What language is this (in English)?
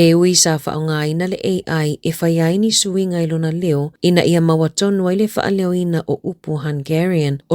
Samoan